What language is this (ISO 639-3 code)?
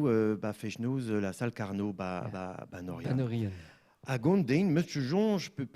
bre